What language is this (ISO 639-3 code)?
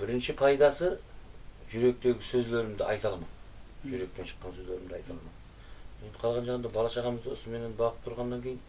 kaa